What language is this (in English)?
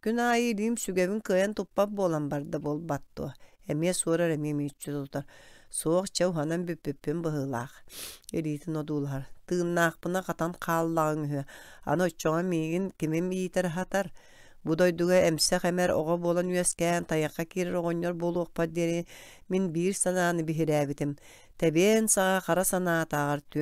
Yakut